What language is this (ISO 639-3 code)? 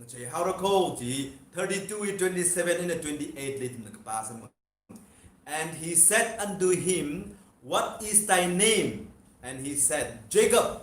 nmf